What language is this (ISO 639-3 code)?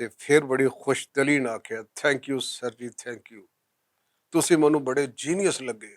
lah